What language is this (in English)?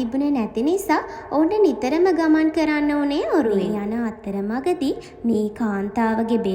Sinhala